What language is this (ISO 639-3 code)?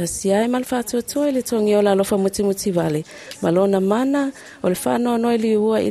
smo